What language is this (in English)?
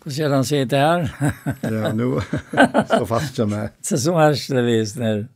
Faroese